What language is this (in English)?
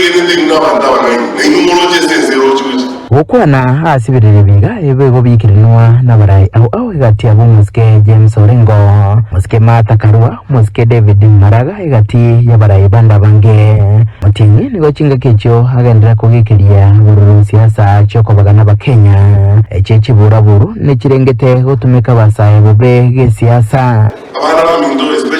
Gusii